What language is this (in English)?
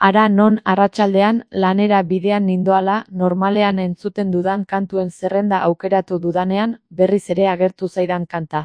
Basque